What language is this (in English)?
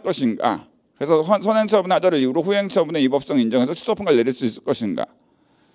Korean